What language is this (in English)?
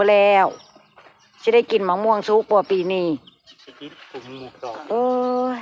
Northeastern Thai